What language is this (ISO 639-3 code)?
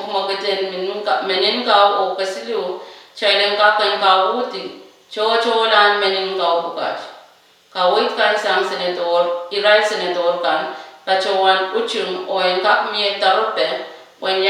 pon